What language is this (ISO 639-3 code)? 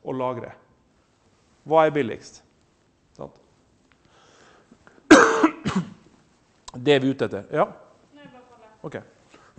nor